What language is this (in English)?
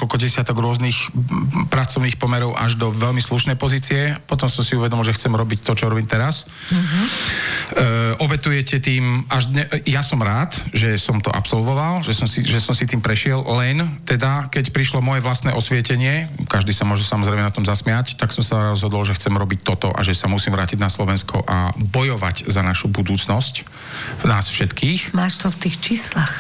Slovak